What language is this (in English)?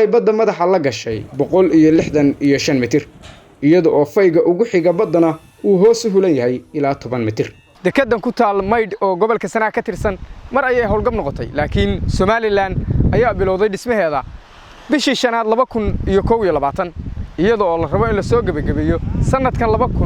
Somali